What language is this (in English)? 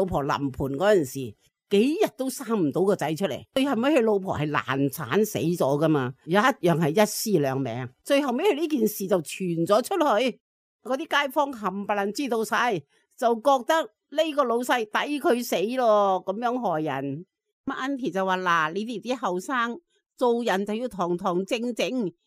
Cantonese